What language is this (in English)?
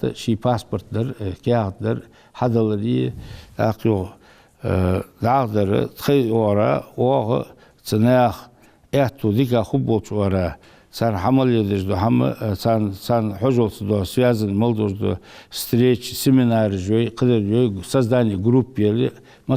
Ingush